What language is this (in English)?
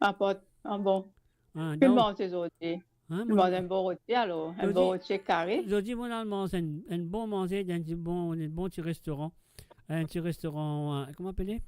Morisyen